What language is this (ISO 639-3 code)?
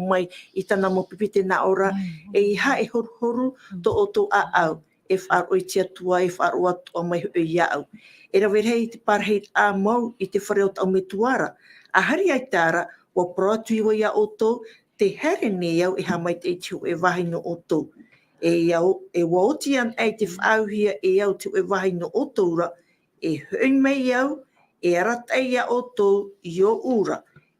tah